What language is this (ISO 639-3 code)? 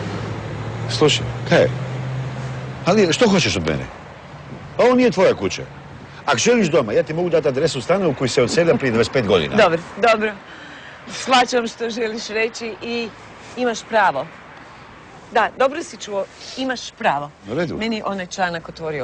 hrv